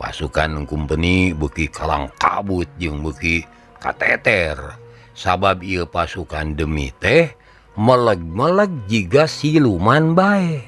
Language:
Sundanese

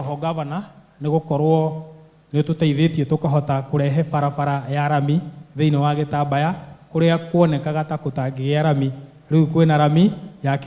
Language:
Kikuyu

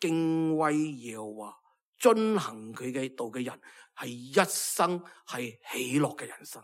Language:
Cantonese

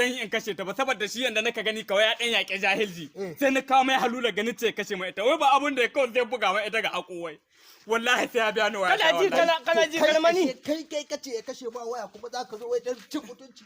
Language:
Hausa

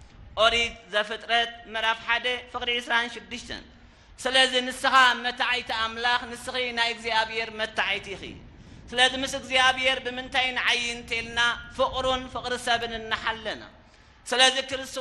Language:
Tigrinya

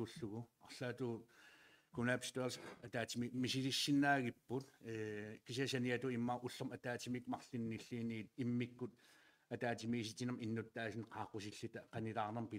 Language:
Kalaallisut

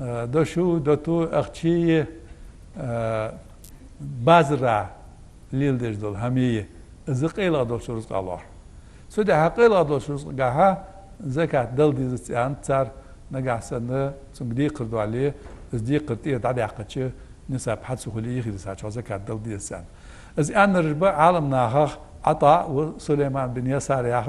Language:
Ingush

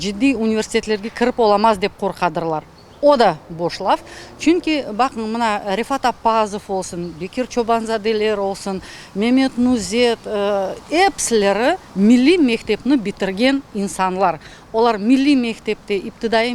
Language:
Crimean Tatar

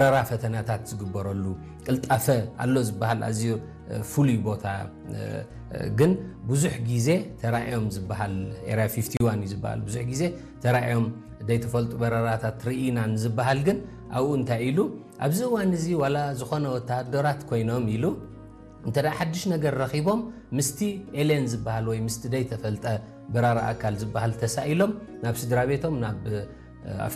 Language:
Tigrinya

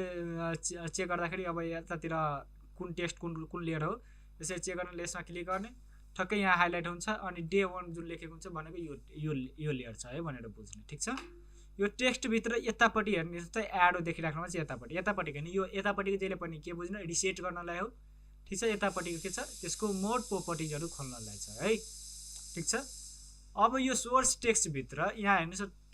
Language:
Nepali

